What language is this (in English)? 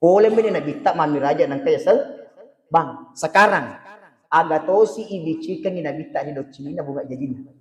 Buginese